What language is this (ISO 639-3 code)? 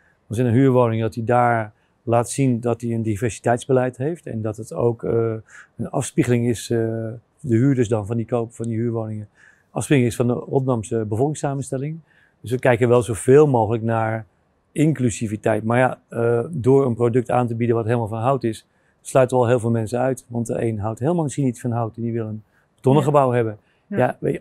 nld